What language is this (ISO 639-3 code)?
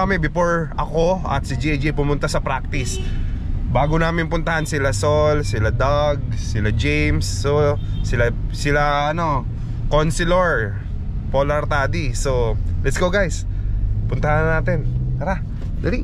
fil